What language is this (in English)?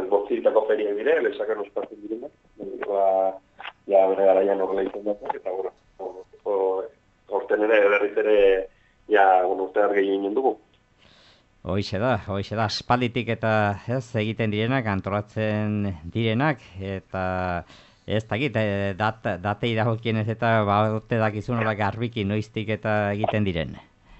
Basque